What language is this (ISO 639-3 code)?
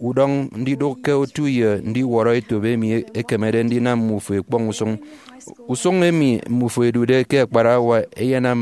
efi